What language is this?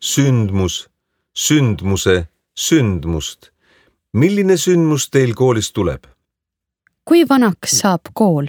Estonian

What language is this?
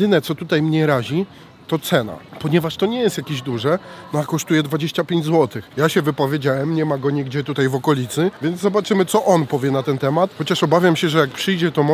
Polish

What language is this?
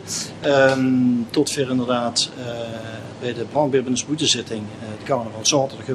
Limburgish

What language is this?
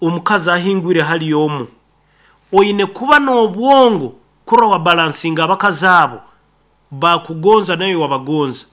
Nyankole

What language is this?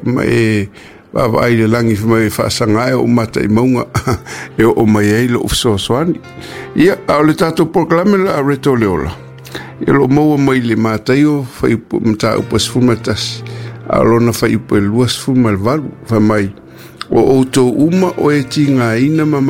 Samoan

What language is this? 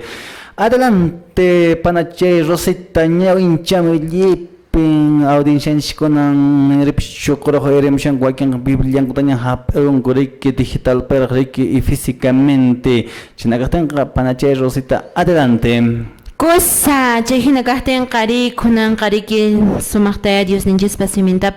Quechua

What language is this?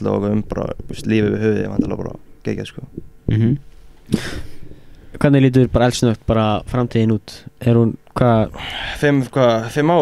Icelandic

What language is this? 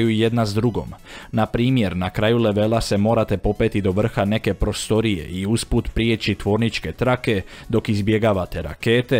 Croatian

